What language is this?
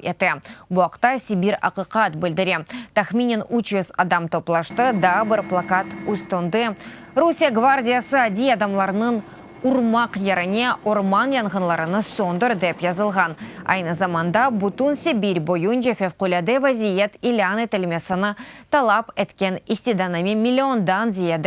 Crimean Tatar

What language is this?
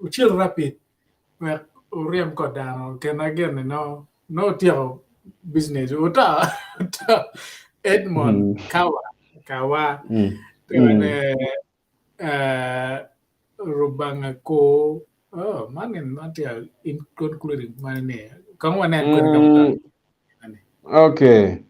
Acoli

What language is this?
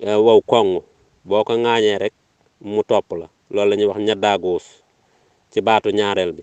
Wolof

